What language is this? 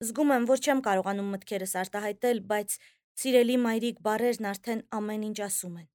Armenian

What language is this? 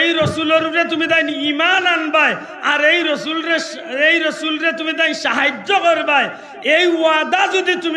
Sylheti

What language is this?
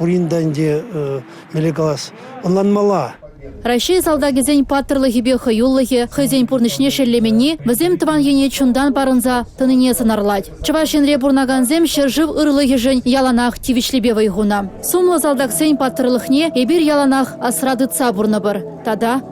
Chuvash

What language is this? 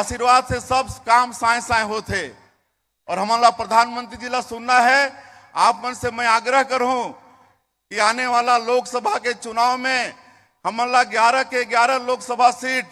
Chhattisgarhi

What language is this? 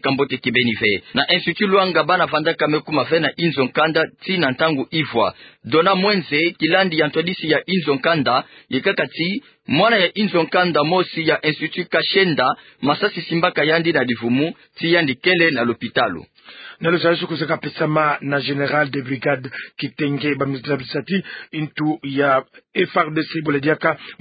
Kituba (Democratic Republic of Congo)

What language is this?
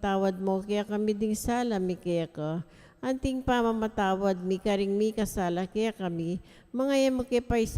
Pampanga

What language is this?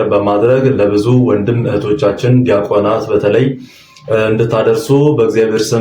Amharic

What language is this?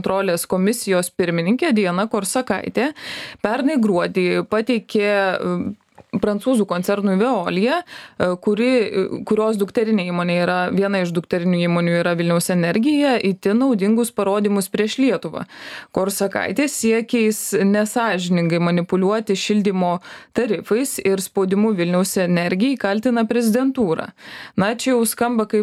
Lithuanian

